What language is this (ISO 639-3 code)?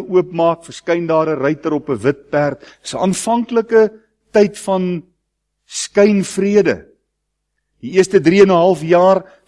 afr